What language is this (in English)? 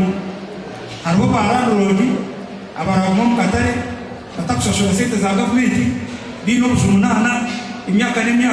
Nyankole